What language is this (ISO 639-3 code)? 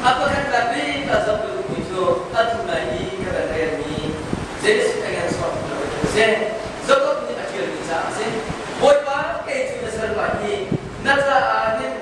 cnh